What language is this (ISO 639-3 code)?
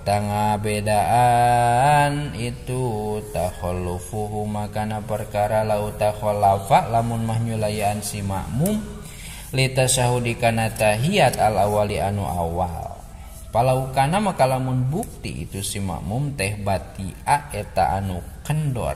sun